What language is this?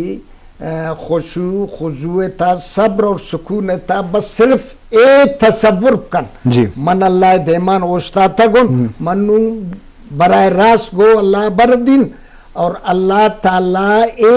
Baluchi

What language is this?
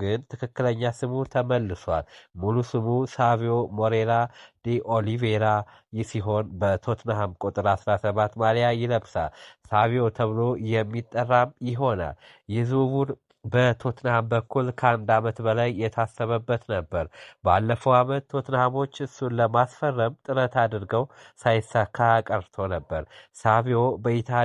Amharic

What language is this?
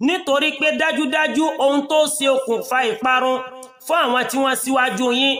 Yoruba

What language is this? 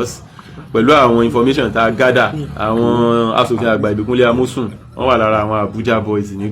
Yoruba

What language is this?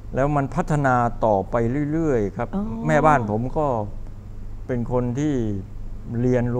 Thai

